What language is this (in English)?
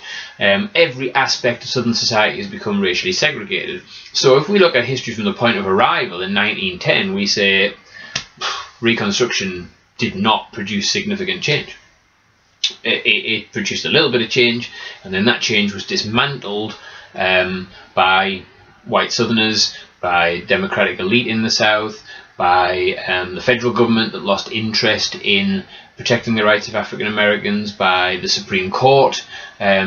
English